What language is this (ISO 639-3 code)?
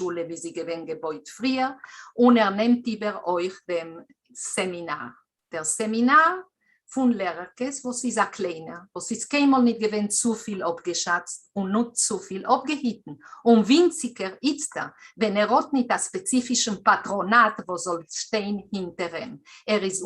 yid